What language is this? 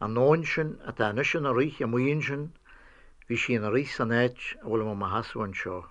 Irish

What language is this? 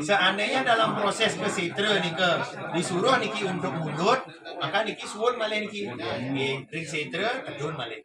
Balinese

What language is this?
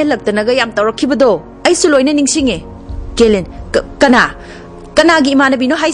Manipuri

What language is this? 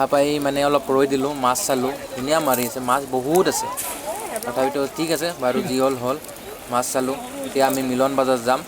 Assamese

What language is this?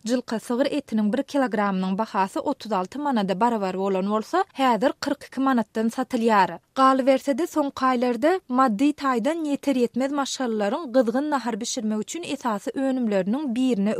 Turkmen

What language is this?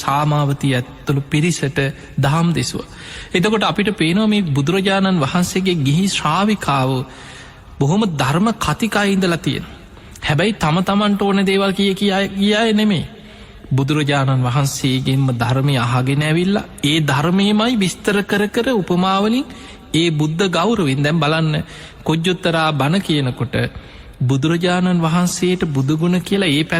Sinhala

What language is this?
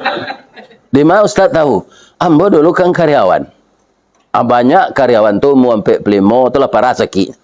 Minangkabau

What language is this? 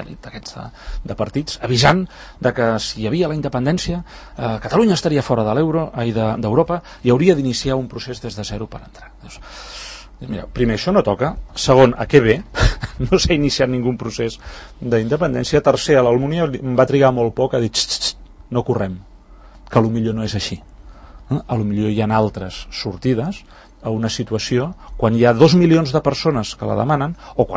Catalan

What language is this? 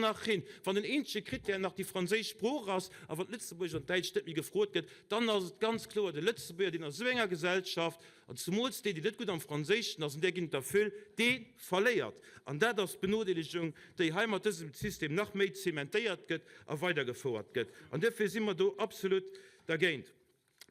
Luxembourgish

